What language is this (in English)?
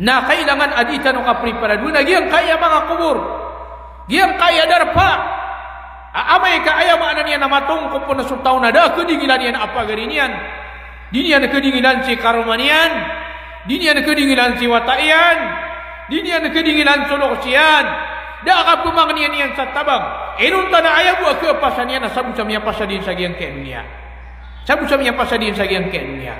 Maranao